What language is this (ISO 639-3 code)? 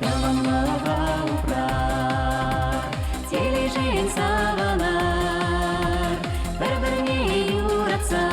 chv